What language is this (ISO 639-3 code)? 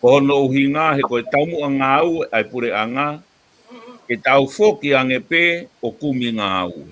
ton